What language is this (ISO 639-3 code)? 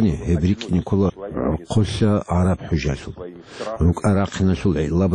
ava